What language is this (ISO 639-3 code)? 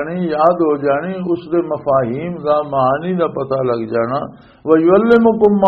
lah